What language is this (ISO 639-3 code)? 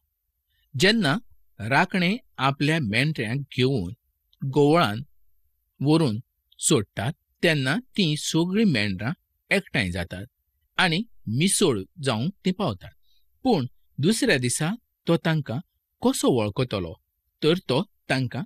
kok